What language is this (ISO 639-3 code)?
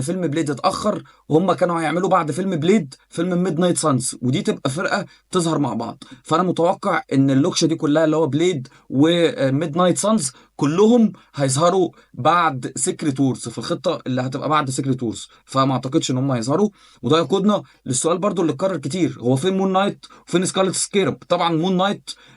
arz